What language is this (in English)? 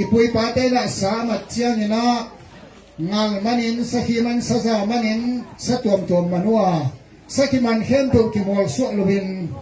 Tedim Chin